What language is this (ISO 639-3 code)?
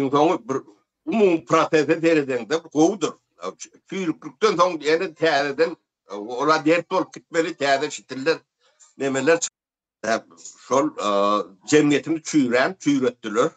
tuk